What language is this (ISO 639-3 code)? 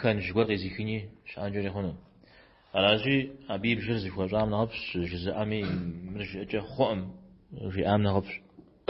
kbd